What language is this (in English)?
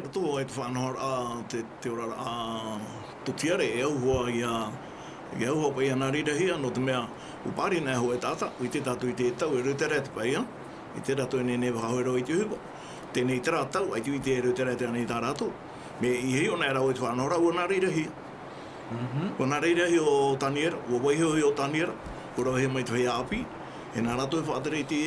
Tahitian